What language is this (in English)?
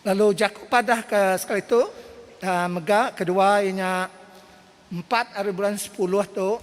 Iban